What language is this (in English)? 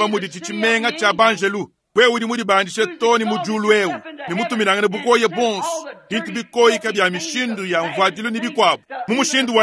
Luba-Lulua